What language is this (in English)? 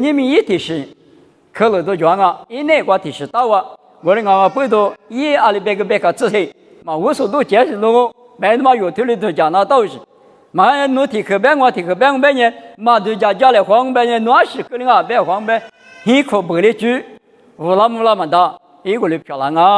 Lisu